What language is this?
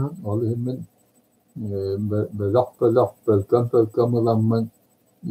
Yakut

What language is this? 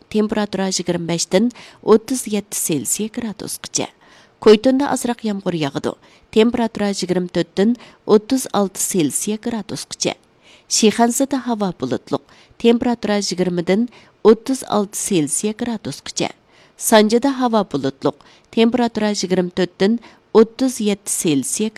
Uyghur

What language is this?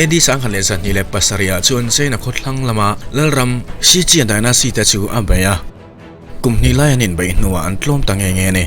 Mizo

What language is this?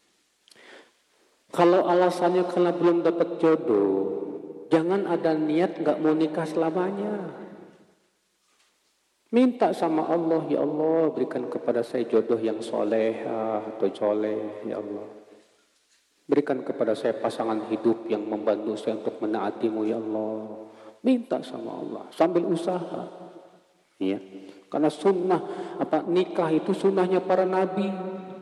Indonesian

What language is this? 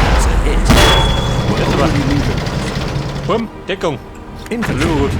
Bavarian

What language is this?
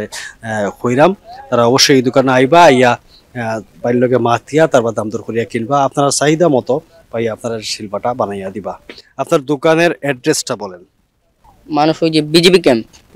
Sylheti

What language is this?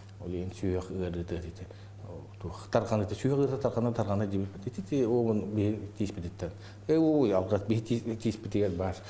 Yakut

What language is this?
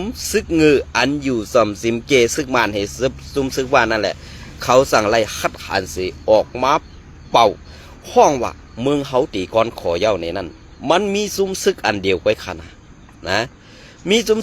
Shan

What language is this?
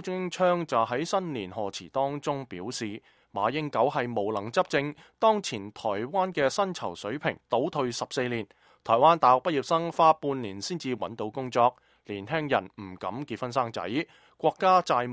Cantonese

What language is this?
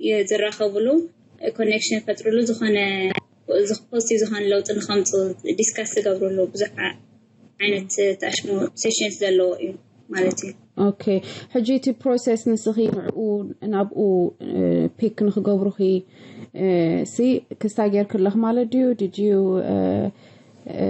Tigrinya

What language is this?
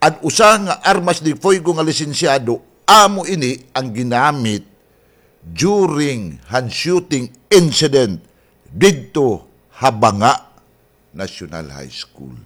Waray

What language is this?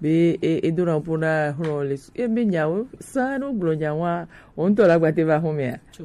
Gen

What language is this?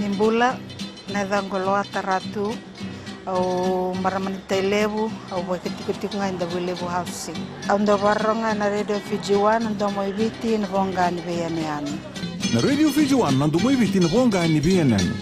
Fijian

